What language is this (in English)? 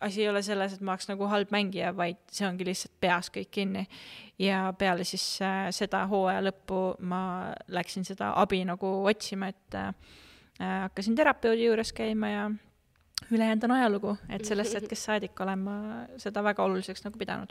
Estonian